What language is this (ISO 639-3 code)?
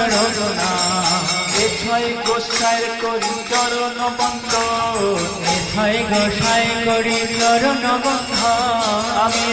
ben